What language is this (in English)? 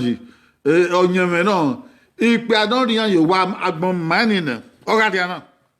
Bini